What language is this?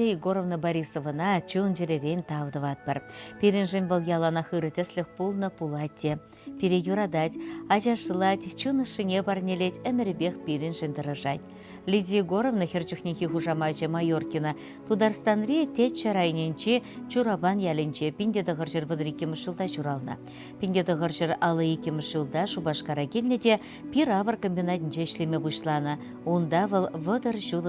Chuvash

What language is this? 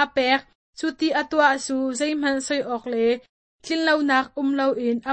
Hakha Chin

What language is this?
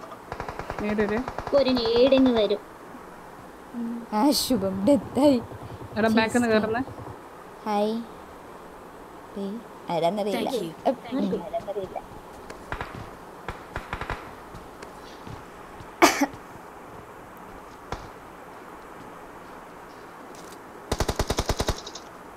Malayalam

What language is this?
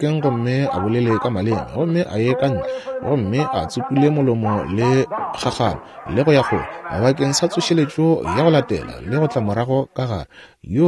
Northern Sotho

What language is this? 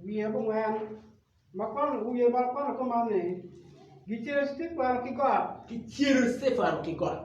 Acoli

